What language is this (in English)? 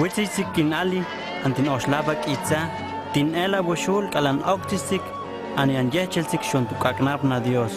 Huastec